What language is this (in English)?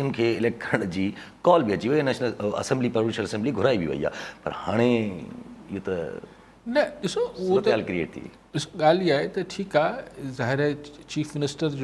Sindhi